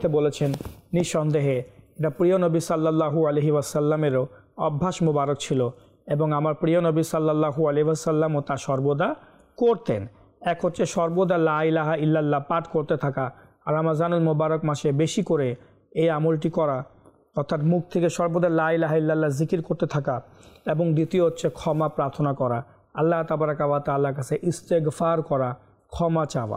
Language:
Bangla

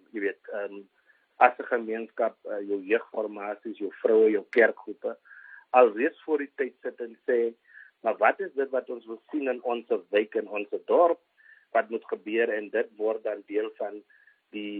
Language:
Afrikaans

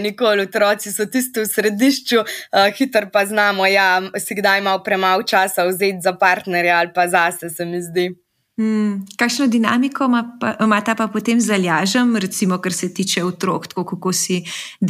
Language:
Slovenian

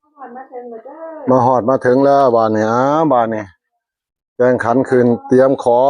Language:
Northeastern Thai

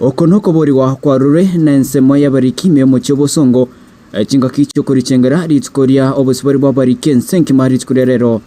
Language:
Gusii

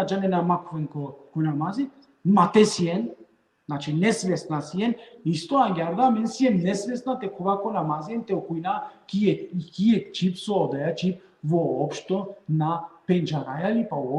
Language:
Balkan Romani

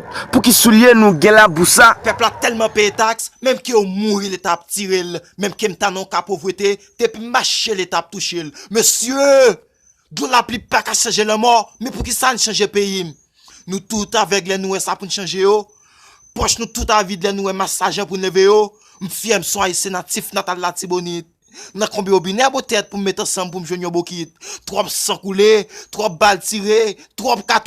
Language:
Haitian Creole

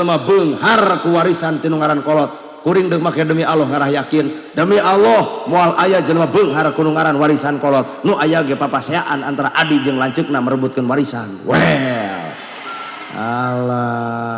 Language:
Sundanese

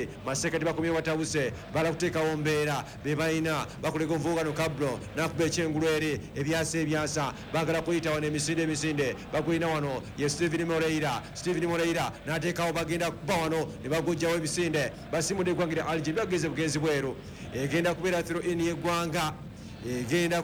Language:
Ganda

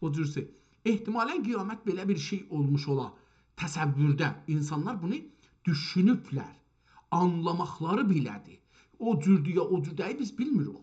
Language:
South Azerbaijani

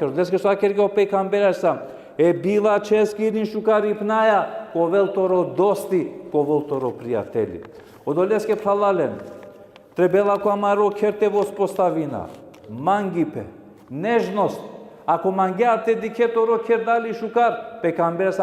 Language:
Balkan Romani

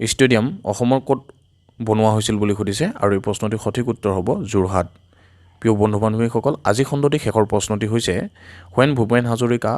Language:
Assamese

